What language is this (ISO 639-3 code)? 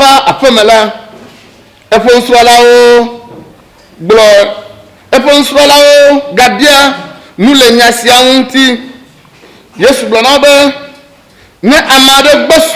ewe